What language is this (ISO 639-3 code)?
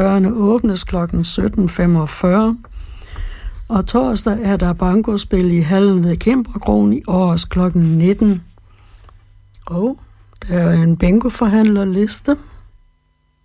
dan